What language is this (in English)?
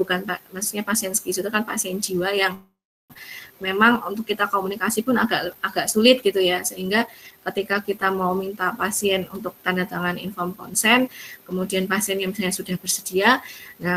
Indonesian